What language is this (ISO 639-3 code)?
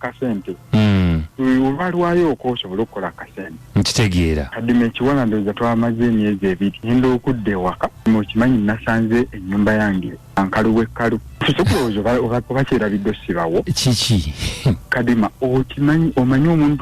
lug